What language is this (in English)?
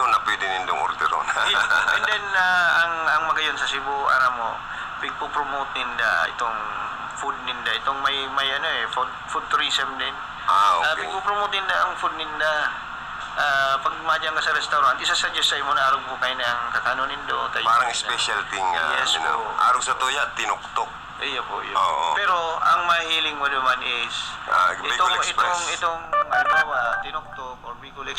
Bikol